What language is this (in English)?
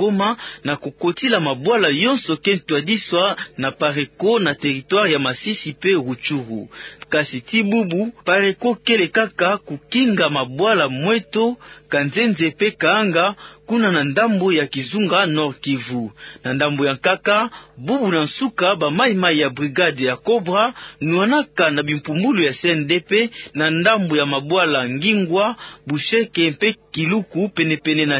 Kituba (Democratic Republic of Congo)